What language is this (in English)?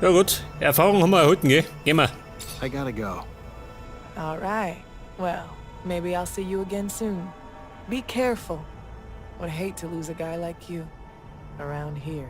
Bavarian